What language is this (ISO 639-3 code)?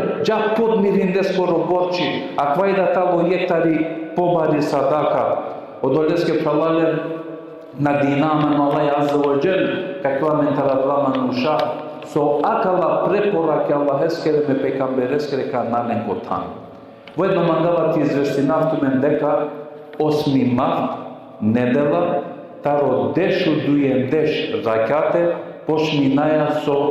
rmn